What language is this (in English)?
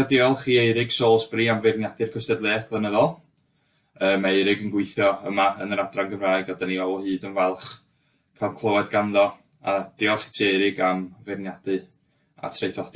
Welsh